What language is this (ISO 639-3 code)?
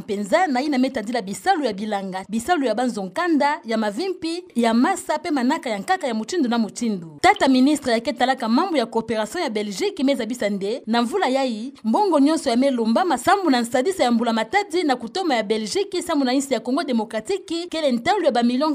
ktu